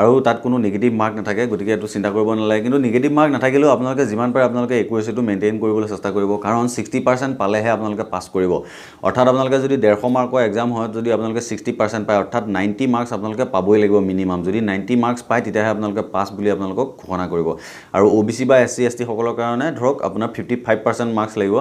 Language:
Assamese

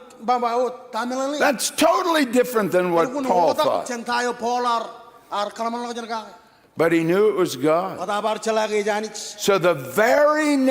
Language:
Marshallese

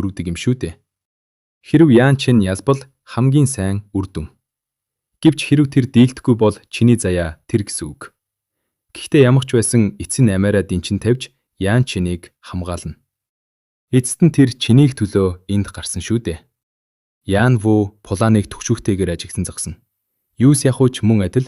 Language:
Mongolian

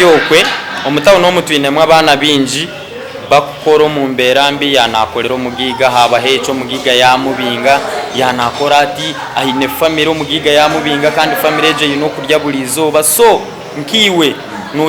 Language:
Nyankole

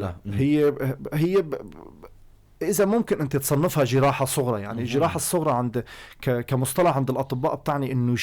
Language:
North Levantine Arabic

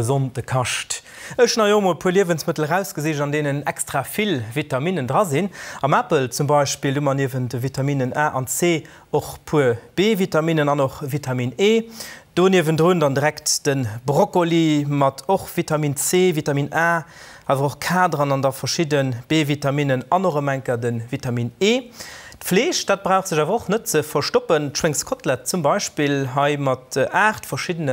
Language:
Luxembourgish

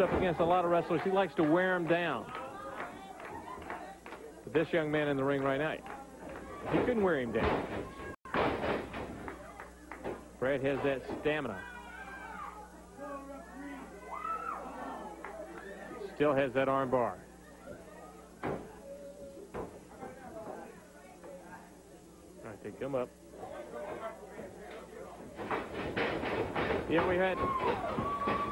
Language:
English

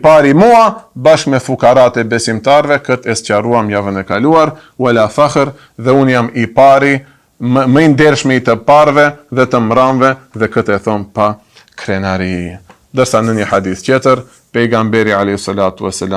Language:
Albanian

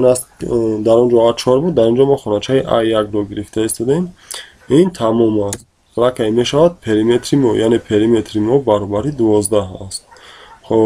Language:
Tajik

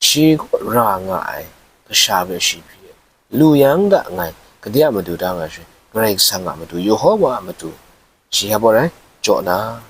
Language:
Kachin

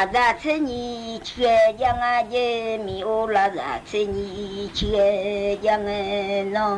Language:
Akha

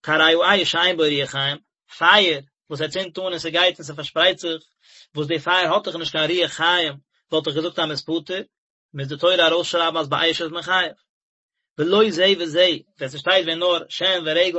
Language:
Yiddish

